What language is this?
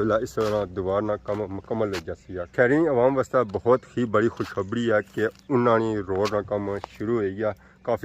Pahari-Potwari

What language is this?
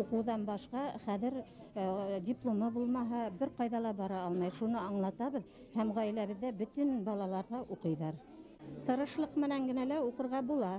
Bashkir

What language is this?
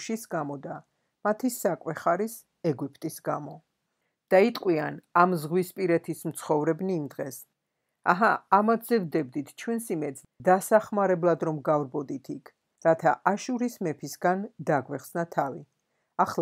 Georgian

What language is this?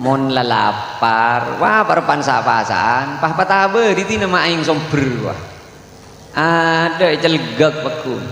Madurese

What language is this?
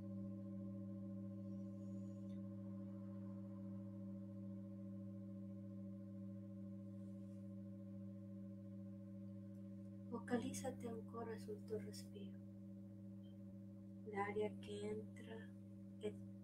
Italian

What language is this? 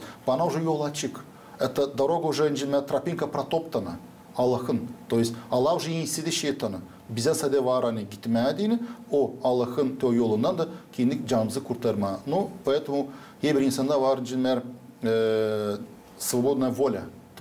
Gagauz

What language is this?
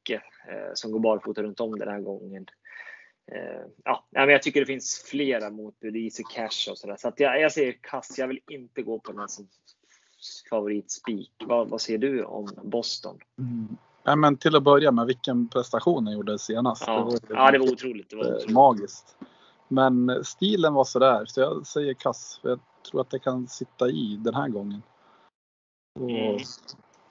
Swedish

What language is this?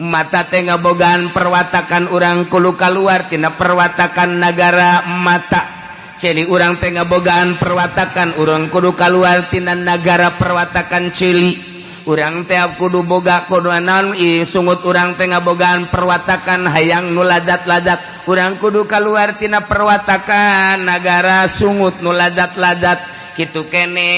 Sundanese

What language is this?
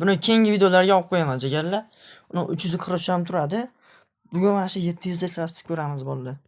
Uzbek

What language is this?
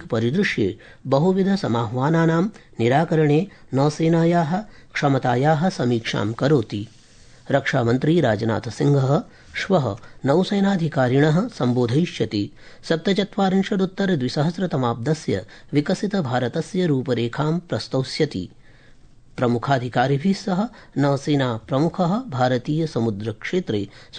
Sanskrit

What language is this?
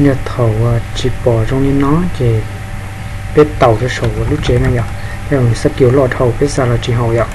Hmong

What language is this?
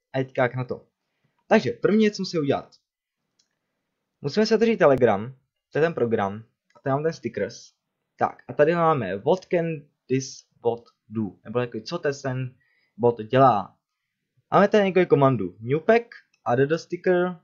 Czech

